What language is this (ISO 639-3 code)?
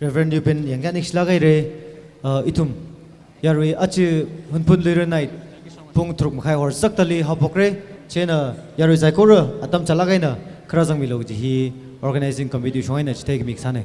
nmf